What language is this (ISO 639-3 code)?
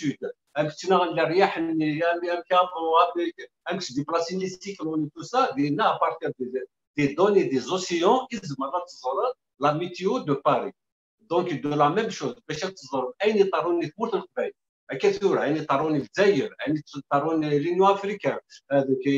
kab